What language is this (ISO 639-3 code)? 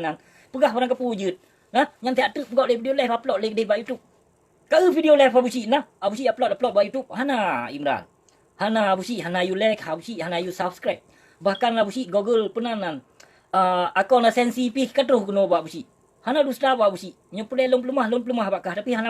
ace